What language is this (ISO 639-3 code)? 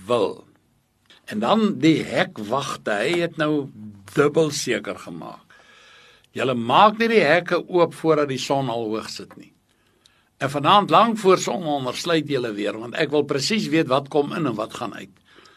afr